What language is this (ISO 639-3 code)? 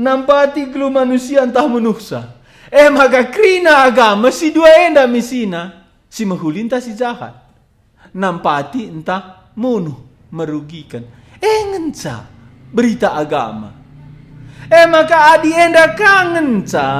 btx